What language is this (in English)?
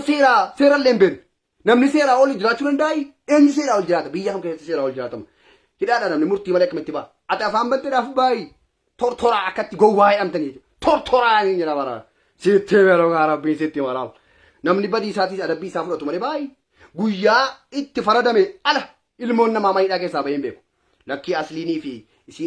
Oromo